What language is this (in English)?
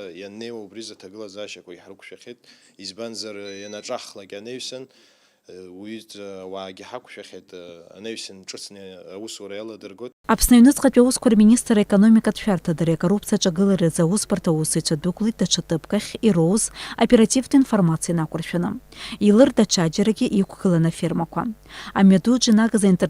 Abkhazian